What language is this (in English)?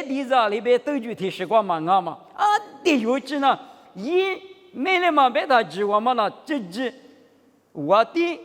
Lisu